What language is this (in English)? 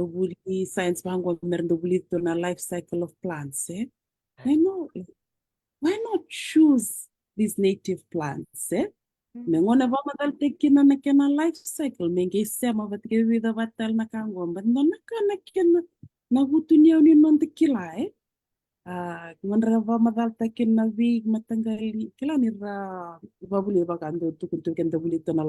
Fijian